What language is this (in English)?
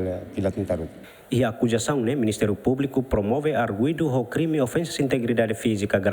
Tetum